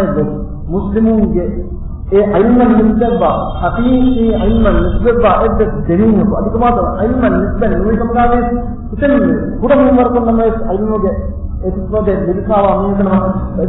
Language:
Divehi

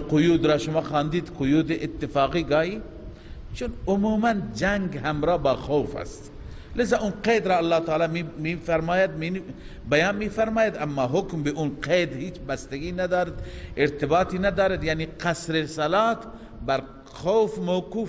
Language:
Persian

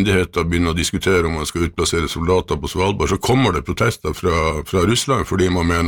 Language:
Norwegian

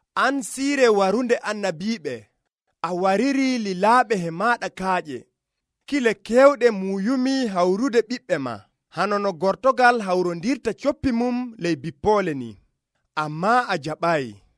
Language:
Nigerian Fulfulde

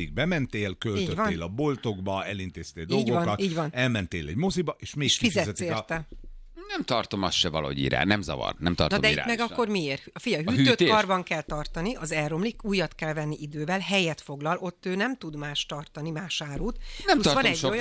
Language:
Hungarian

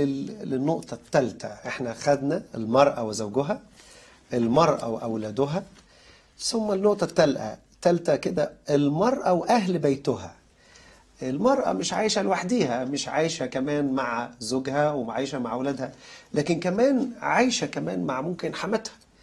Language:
Egyptian Arabic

